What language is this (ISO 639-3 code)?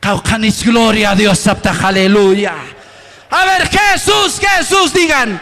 aym